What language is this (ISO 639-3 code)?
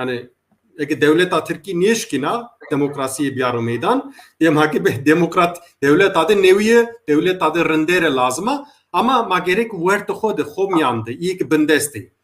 zza